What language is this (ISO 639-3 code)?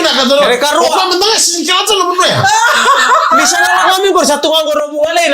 fij